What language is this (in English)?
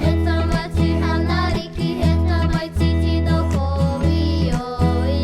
Māori